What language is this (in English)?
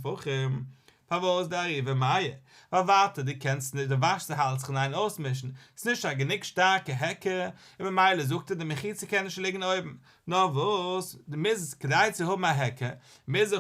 Yiddish